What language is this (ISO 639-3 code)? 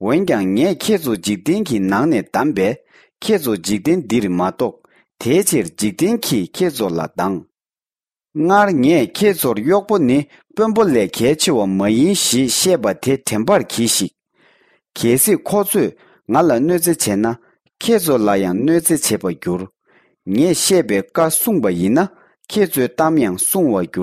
bod